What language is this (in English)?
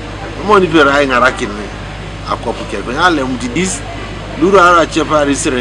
Teso